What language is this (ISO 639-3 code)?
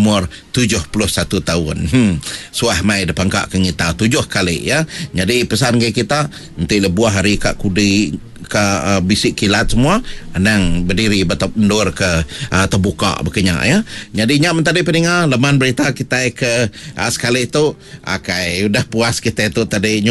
iba